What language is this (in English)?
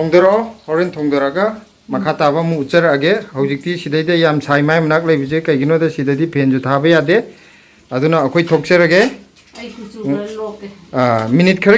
Manipuri